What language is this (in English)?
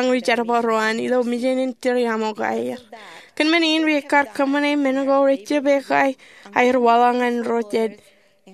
Marshallese